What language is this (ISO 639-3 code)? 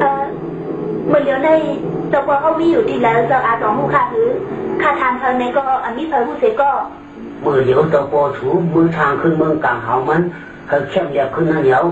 shn